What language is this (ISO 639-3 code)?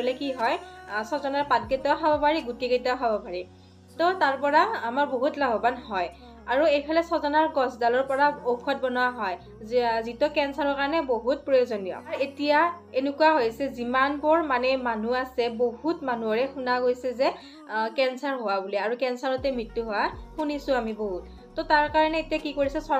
asm